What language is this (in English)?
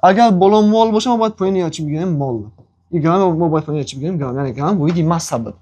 Tajik